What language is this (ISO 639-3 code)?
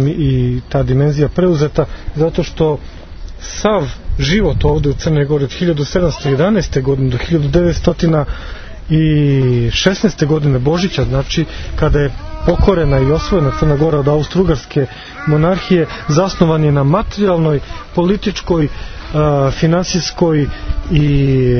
srp